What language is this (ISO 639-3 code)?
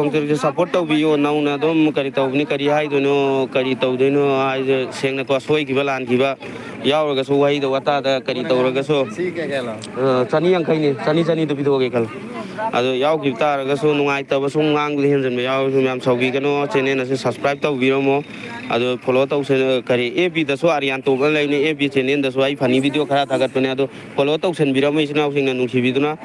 mni